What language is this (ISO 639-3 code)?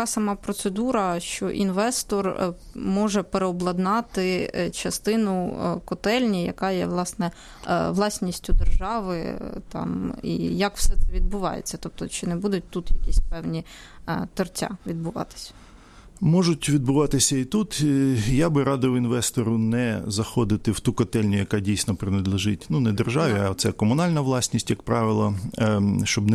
ukr